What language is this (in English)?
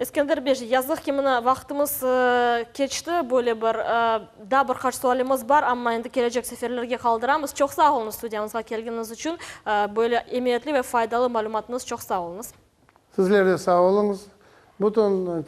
Crimean Tatar